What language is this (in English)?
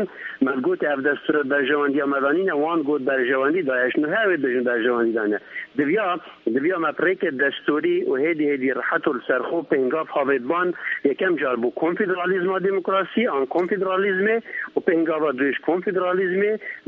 Kurdish